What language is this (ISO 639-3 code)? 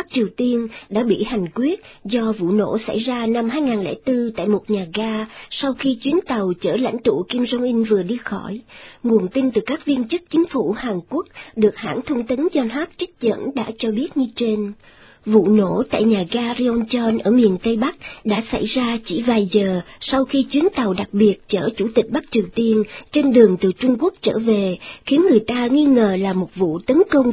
vie